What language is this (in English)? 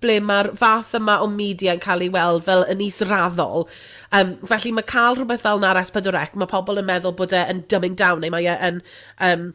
Welsh